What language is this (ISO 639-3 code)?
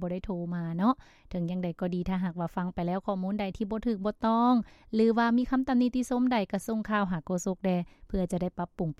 lao